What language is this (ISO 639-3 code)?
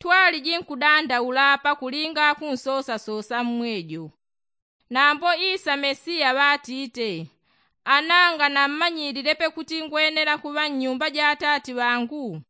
yao